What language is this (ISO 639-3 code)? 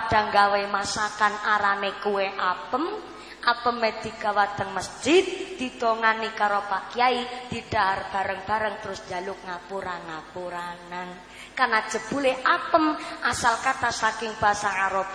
jav